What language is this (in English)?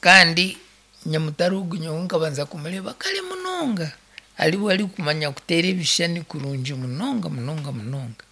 Nyankole